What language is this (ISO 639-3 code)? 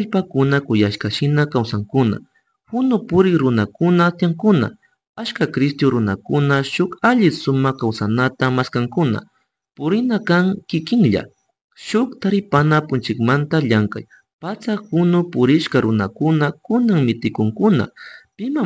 qug